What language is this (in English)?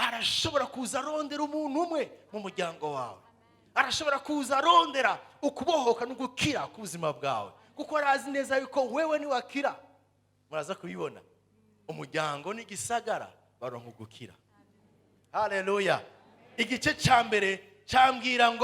Rundi